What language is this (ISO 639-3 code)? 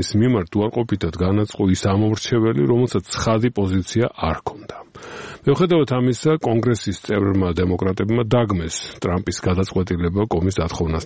kat